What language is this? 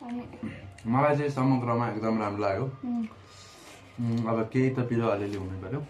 Nepali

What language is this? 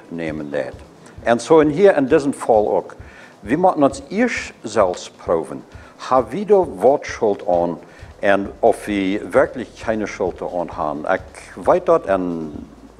Plautdietsch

